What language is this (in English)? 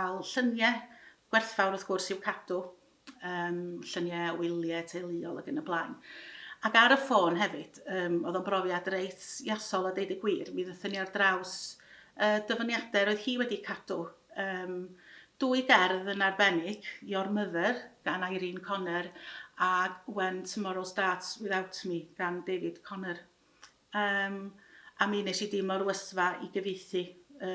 Welsh